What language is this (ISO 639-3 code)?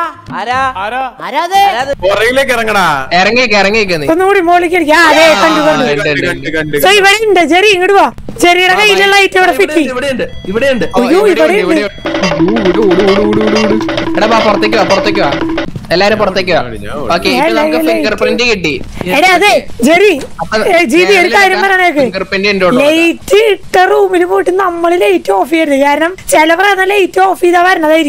mal